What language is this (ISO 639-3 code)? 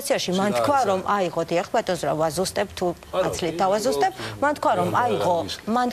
kat